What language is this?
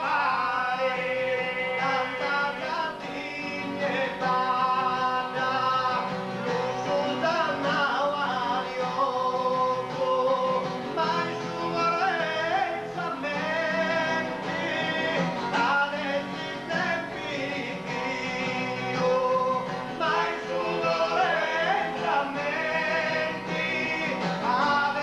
Sardinian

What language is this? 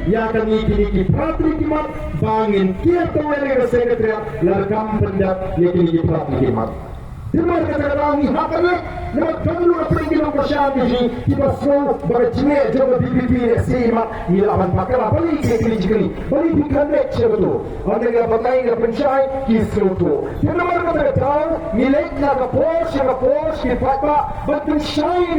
Khasi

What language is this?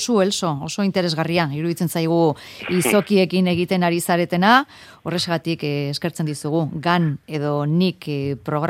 Basque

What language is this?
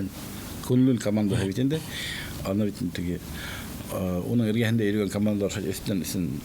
Bashkir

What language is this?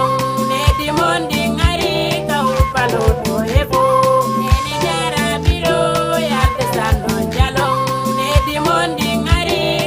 Fula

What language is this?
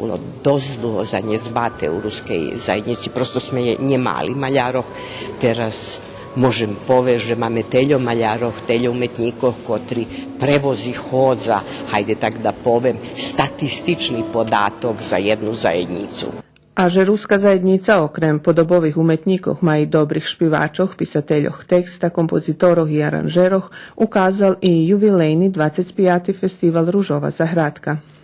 Rusyn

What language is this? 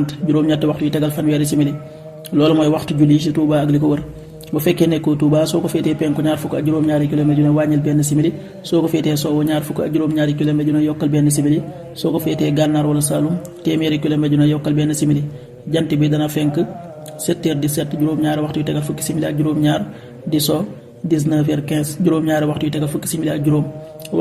Wolof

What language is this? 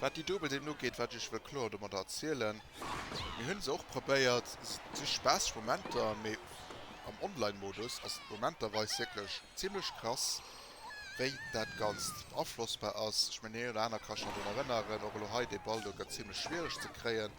Luxembourgish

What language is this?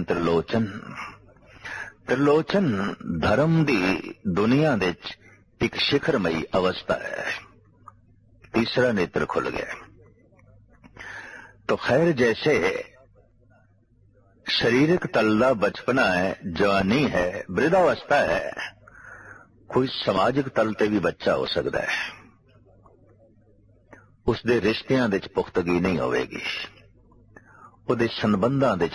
Punjabi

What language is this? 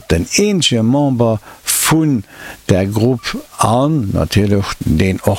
Luxembourgish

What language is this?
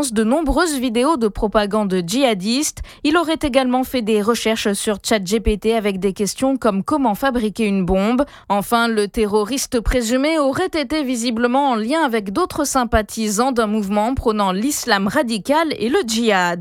French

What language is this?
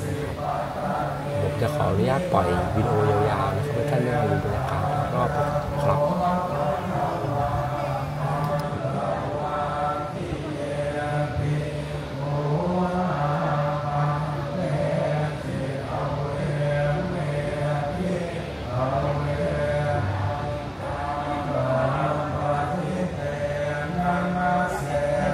Thai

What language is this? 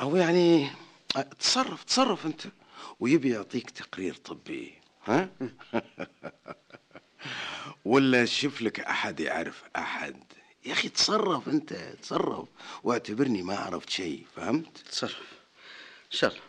Najdi Arabic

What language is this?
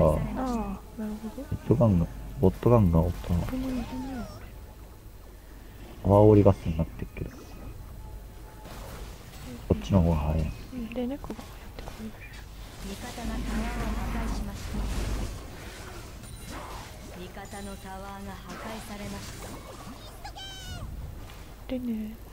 Japanese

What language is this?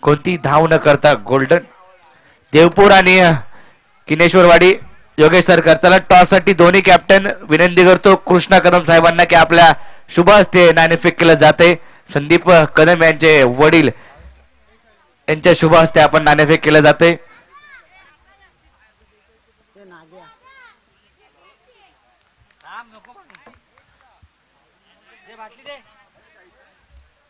Marathi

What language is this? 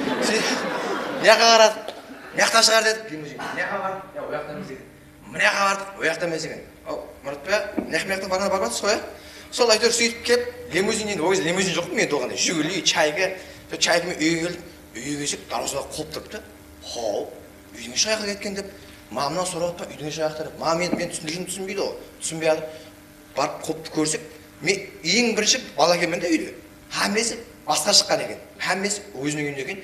Kara-Kalpak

